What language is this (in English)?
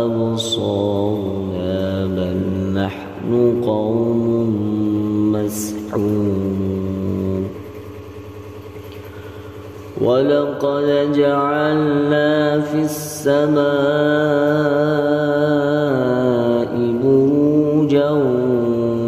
Arabic